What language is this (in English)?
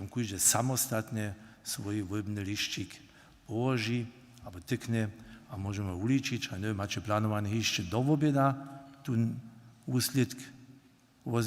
Upper Sorbian